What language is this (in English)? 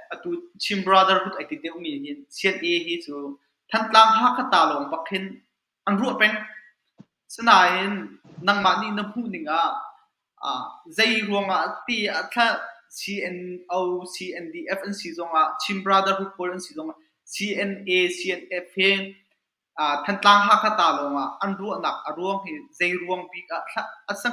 Hakha Chin